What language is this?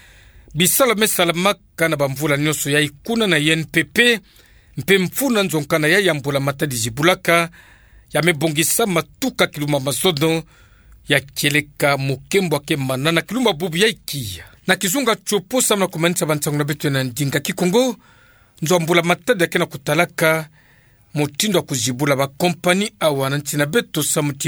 Kituba (Democratic Republic of Congo)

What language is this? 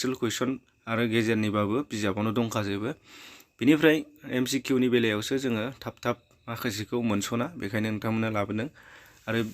Bodo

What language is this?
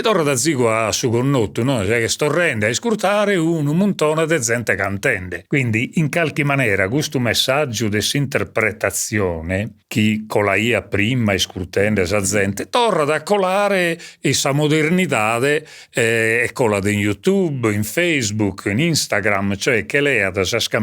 Sardinian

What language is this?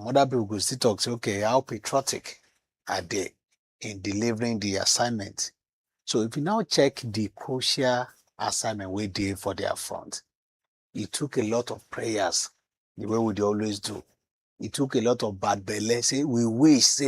Nigerian Pidgin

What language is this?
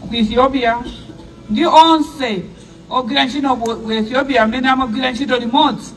Nyanja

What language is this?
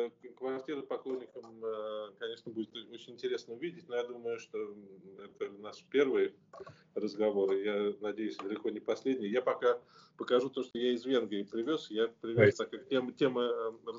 Russian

